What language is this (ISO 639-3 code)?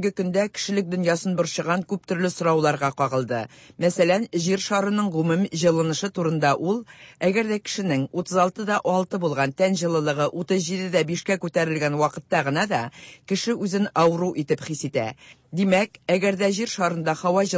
tat